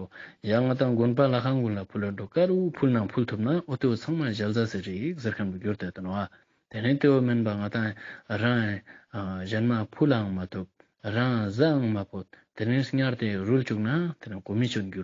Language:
Ladakhi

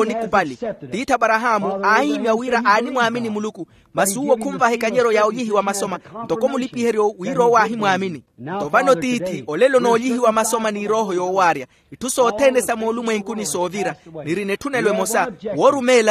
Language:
Makhuwa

